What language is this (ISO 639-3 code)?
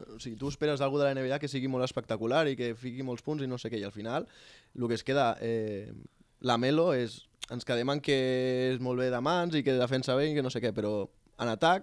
cat